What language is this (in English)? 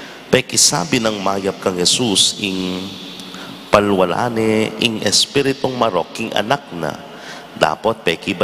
Pampanga